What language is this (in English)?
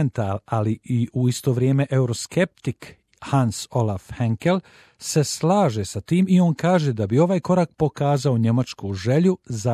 Bosnian